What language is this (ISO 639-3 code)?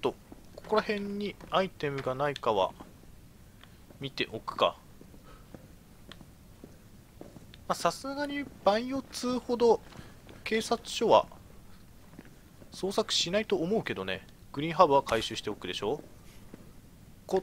jpn